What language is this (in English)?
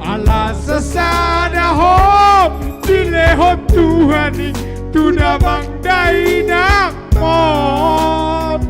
Batak Toba